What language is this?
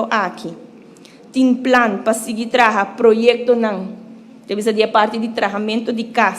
Papiamento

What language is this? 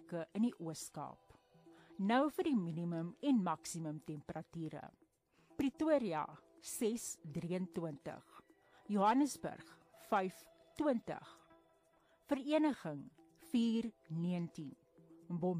Afrikaans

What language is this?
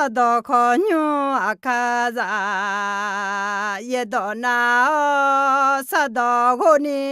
Akha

